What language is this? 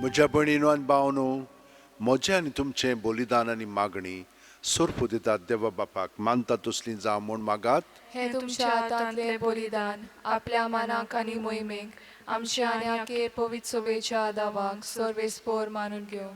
Konkani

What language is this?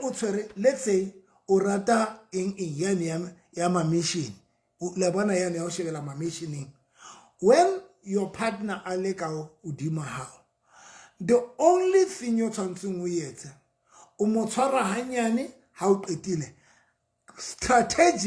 Southern Sotho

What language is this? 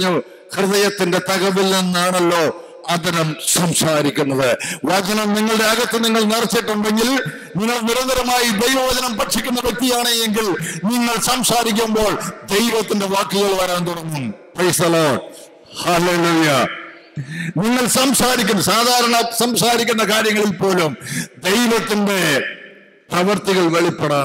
Malayalam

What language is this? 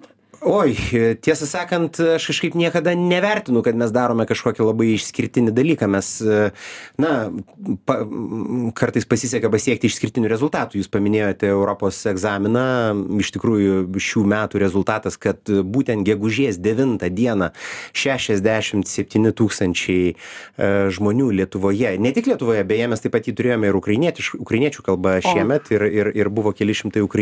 Lithuanian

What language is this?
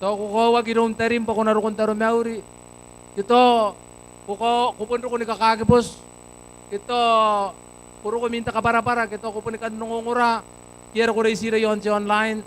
Gilbertese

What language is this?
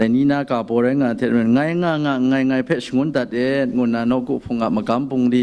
Kachin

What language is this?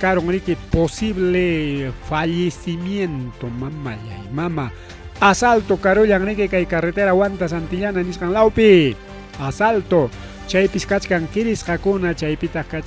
Ayacucho Quechua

